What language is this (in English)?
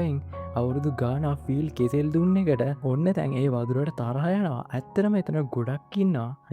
Sinhala